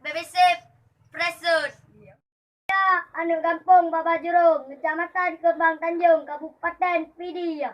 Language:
Achinese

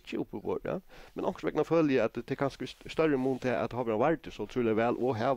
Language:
Faroese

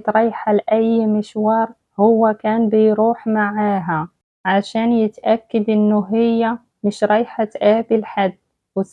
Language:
Egyptian Arabic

